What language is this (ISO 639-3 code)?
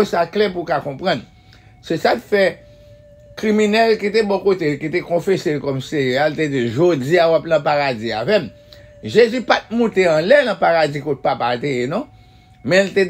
hat